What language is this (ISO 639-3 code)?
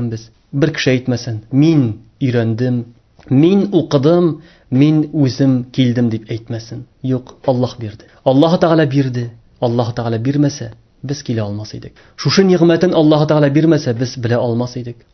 tat